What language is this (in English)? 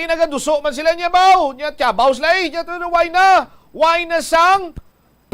Hiligaynon